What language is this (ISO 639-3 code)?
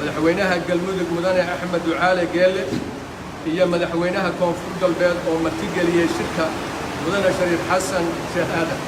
som